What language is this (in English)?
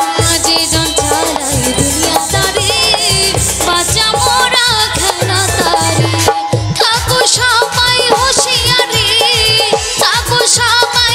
Bangla